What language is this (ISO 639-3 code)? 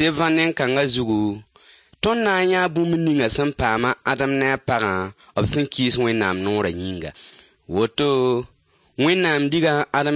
mos